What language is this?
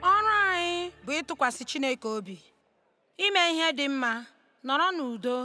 Igbo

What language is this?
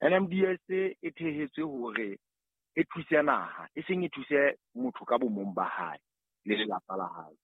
Southern Sotho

